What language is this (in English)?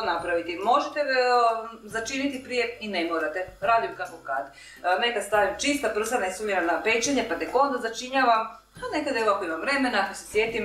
Croatian